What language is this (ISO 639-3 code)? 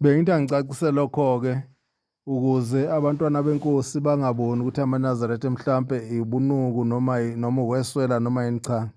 zul